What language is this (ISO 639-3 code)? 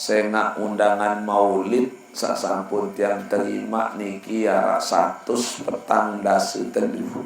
sas